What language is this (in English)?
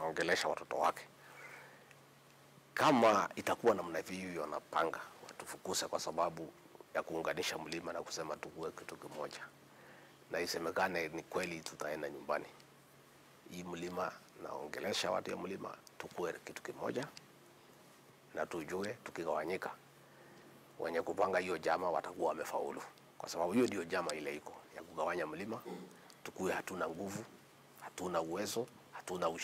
Swahili